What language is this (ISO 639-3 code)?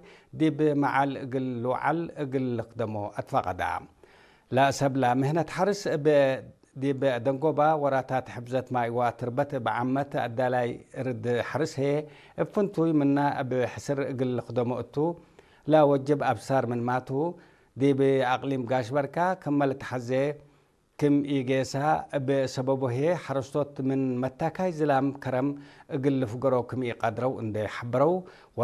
tig